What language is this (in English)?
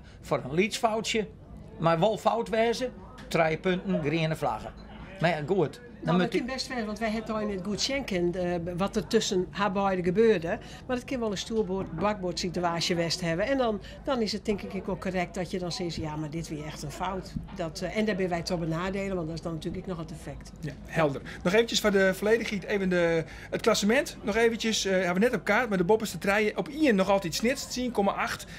Western Frisian